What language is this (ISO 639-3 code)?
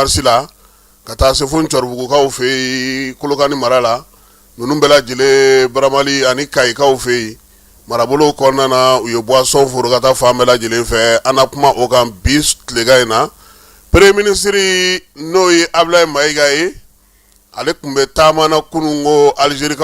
bam